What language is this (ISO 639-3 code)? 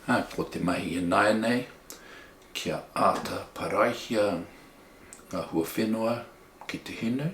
mri